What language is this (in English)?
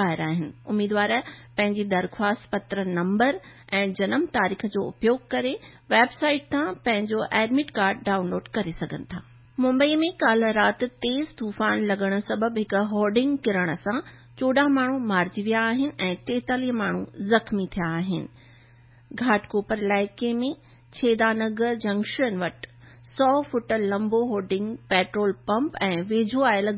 Sindhi